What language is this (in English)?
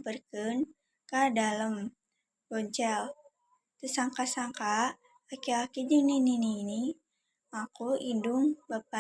Sundanese